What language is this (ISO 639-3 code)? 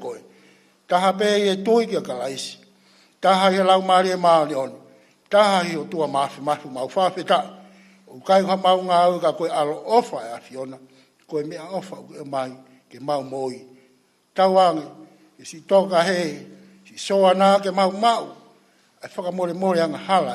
ton